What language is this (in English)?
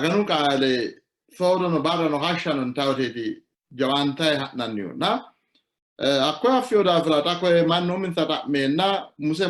Sidamo